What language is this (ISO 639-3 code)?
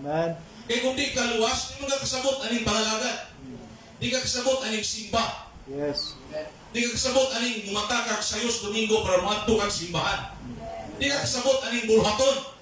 ceb